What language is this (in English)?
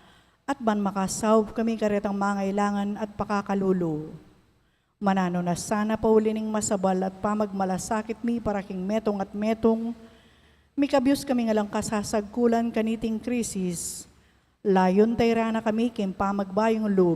Pampanga